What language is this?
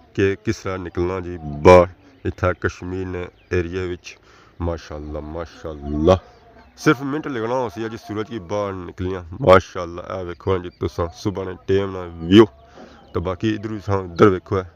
Pahari-Potwari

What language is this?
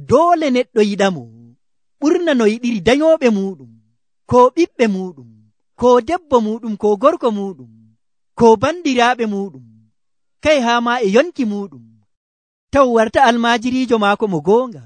Nigerian Fulfulde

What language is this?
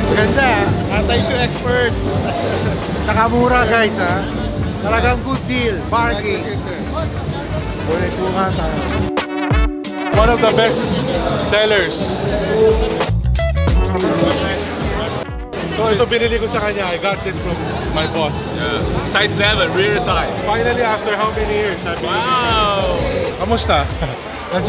Filipino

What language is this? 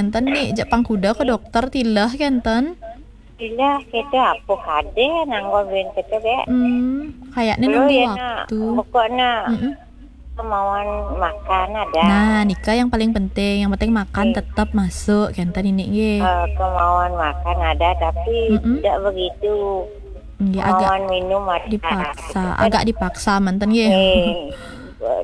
Balinese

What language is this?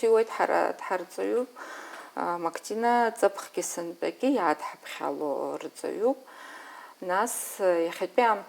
Abkhazian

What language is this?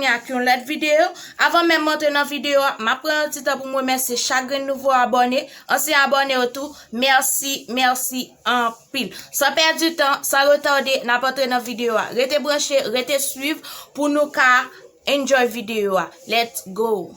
Haitian Creole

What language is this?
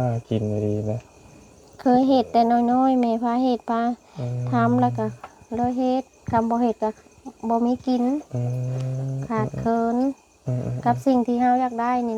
Lao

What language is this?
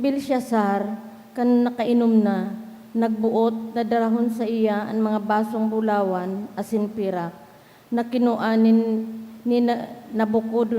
Bikol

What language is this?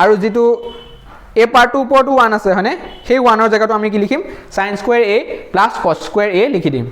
Assamese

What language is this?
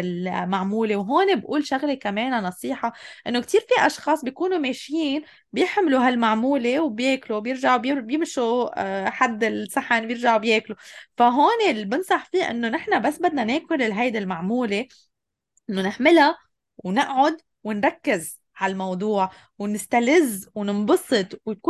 North Levantine Arabic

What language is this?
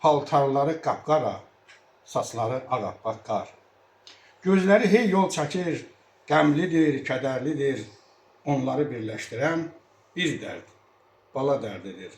Azerbaijani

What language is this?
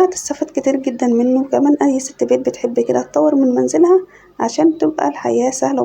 Egyptian Arabic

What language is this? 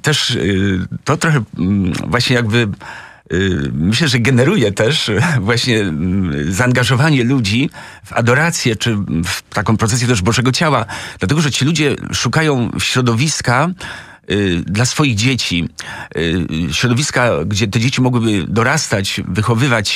Polish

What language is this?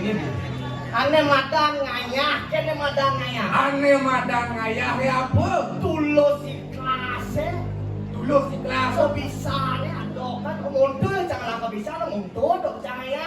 Balinese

